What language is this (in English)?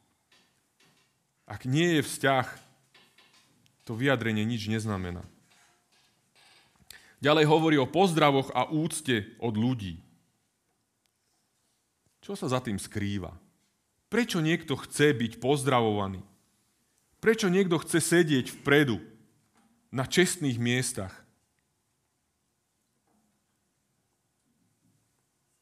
Slovak